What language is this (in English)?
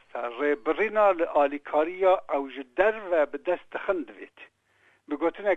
Kurdish